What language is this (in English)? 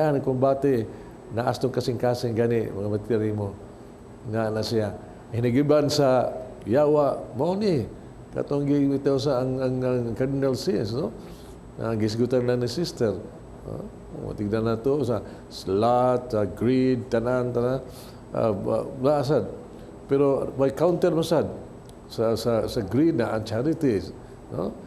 Cebuano